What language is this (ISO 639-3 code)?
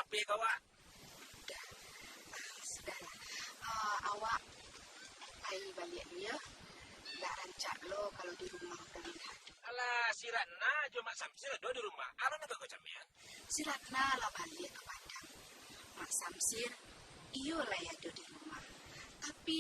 min